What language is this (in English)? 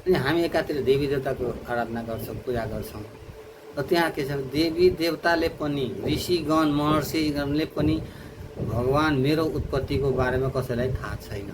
Nepali